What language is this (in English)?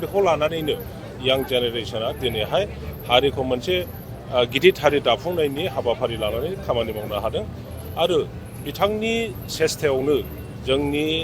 Bodo